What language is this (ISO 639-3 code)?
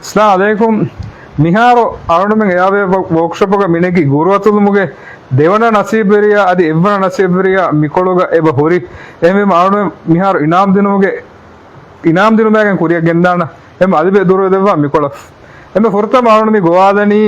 div